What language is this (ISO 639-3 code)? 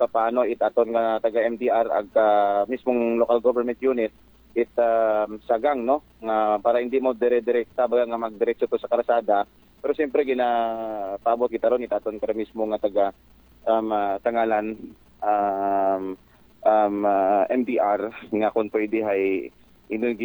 akl